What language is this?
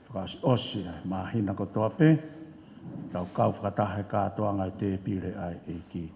Tongan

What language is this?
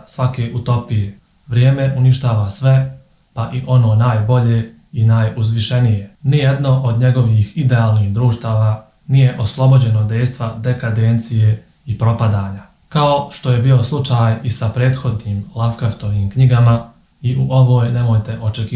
Bosnian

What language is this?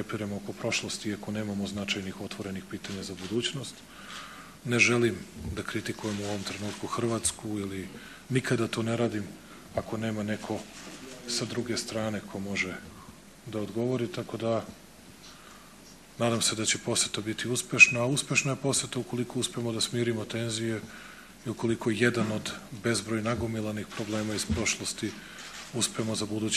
Serbian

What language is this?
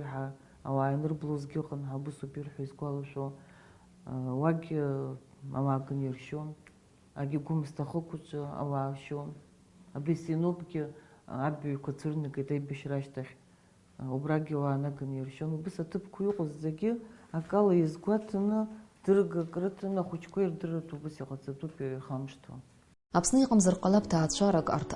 Abkhazian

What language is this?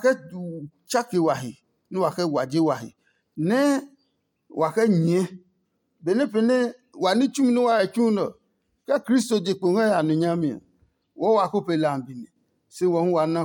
Adangme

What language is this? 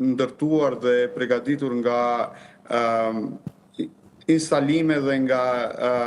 Albanian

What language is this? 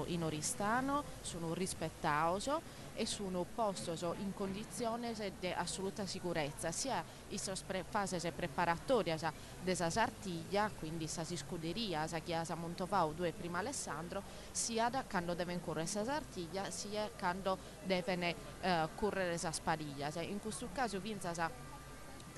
Sardinian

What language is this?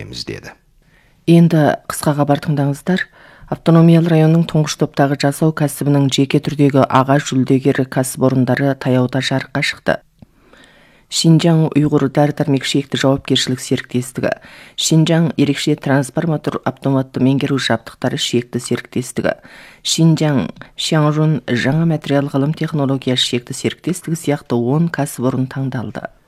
Kazakh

